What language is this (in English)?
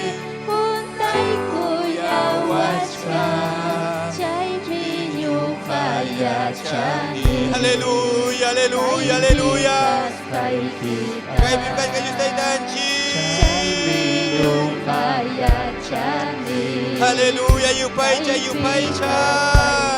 Ayacucho Quechua